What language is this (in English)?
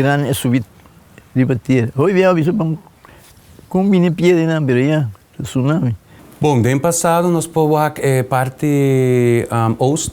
Papiamento